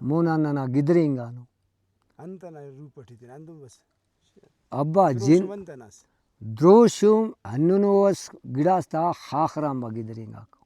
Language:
Brahui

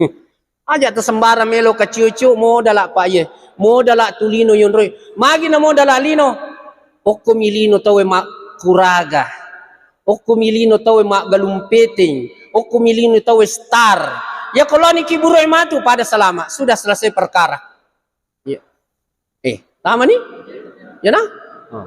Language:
Buginese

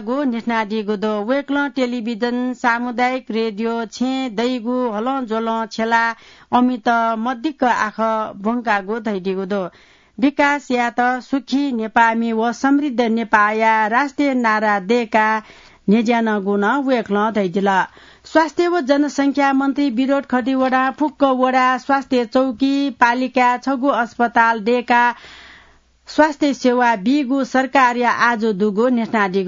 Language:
Newari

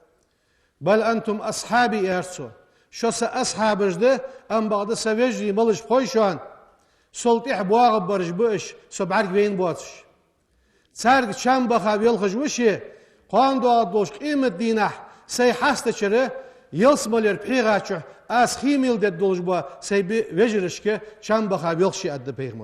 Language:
Ingush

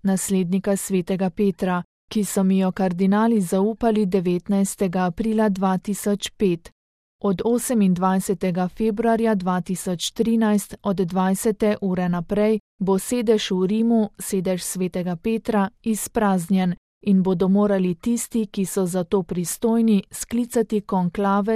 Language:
Slovenian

